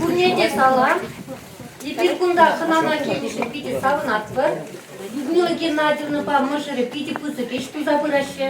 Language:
Chuvash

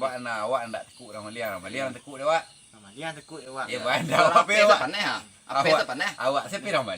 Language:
Minangkabau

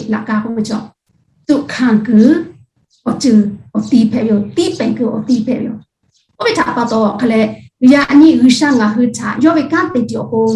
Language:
Lahu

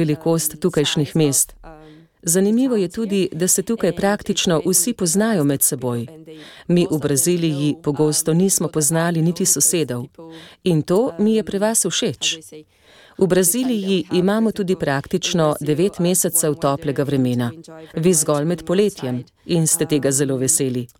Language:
Slovenian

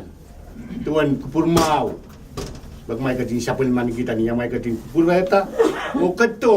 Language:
Pohnpeian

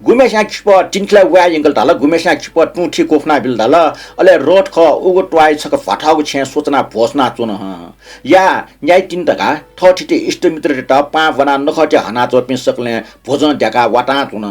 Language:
Newari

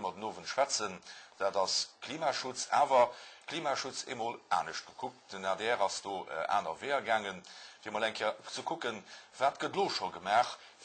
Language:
Luxembourgish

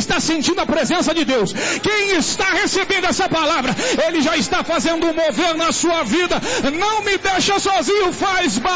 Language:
Portuguese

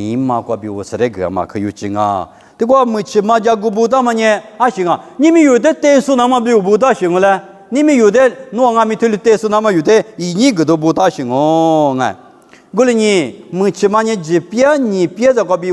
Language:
Lisu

